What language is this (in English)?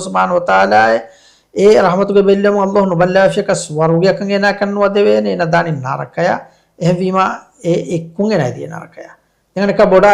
Divehi